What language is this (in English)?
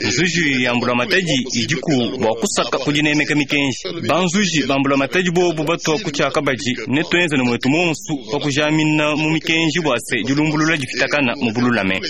Luba-Lulua